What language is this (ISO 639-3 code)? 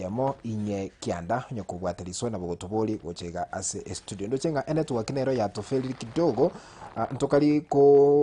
guz